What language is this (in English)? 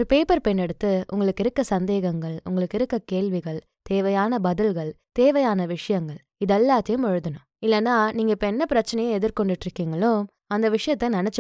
Tamil